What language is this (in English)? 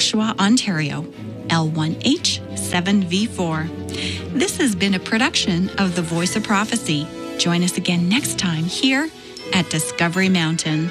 English